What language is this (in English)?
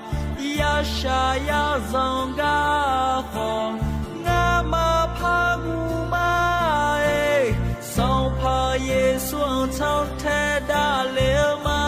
Akha